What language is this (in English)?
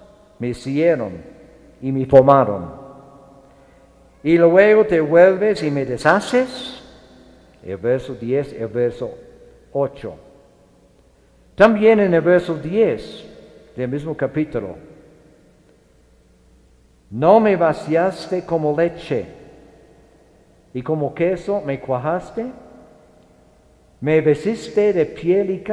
Spanish